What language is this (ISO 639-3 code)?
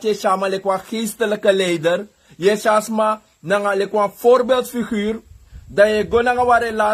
srn